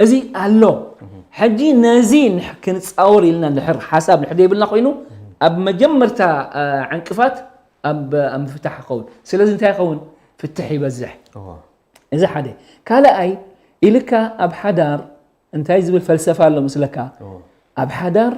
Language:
Tigrinya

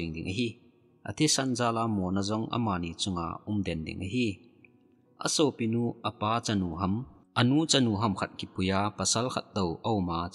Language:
Thado Chin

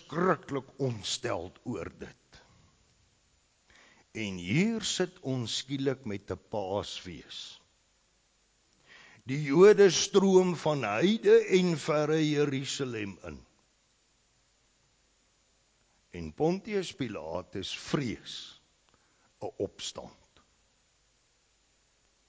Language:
Afrikaans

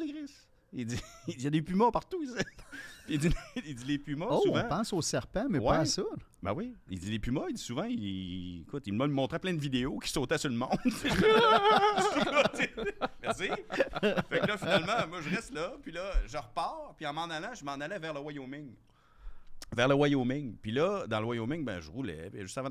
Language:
French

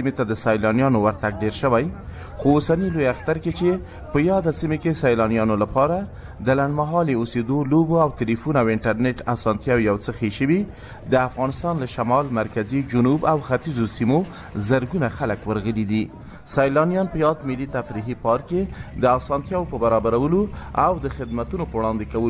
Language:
Pashto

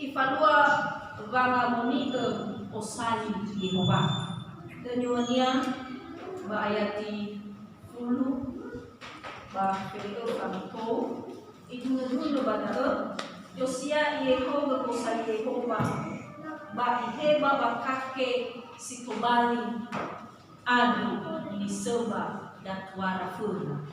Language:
Nias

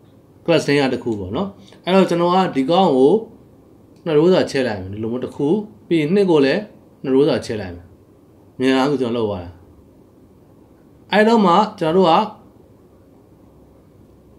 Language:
Burmese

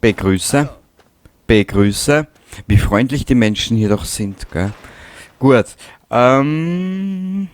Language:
Bavarian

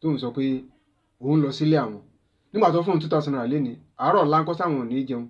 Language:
Yoruba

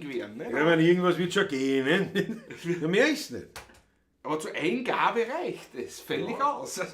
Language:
Bavarian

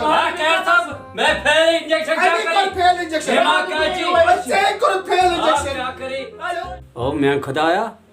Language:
Kashmiri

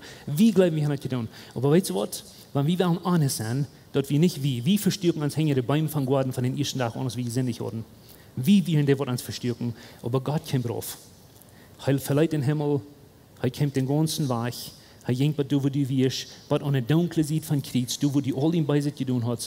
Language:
Plautdietsch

